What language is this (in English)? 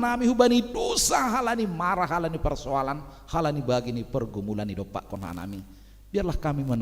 Batak Simalungun